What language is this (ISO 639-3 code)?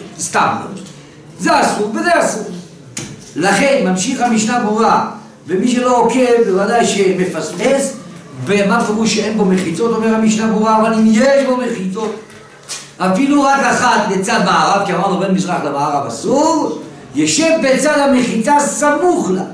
heb